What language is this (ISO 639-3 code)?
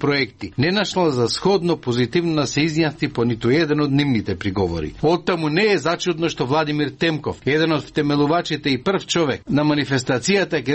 mkd